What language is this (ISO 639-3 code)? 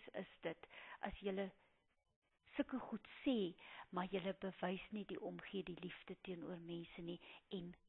afr